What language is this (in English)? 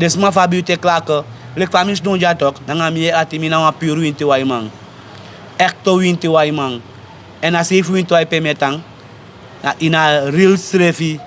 Sranan Tongo